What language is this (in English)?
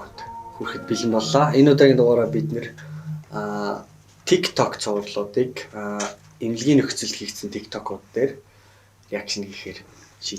Mongolian